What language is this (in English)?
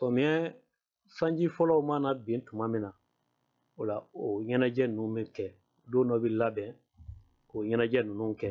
Bambara